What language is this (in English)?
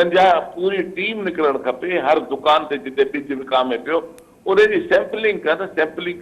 Sindhi